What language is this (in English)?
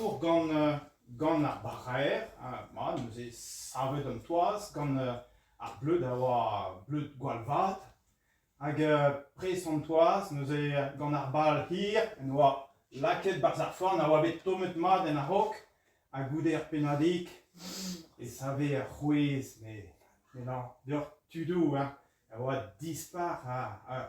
Breton